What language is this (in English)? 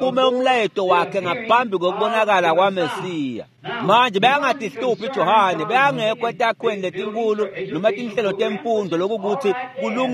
Swati